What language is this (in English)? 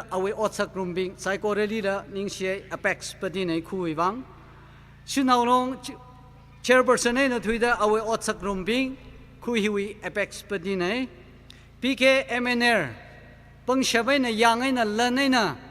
Tangkhul Naga (India)